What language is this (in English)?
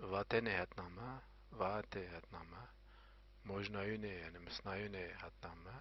Zaza